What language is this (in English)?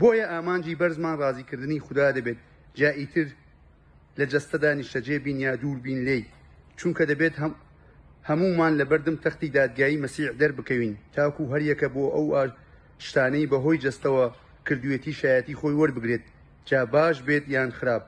Central Kurdish